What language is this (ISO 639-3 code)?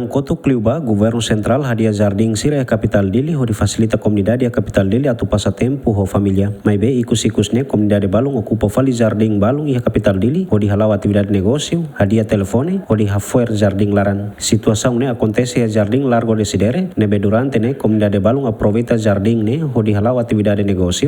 tet